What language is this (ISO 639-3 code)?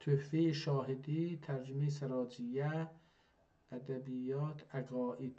azb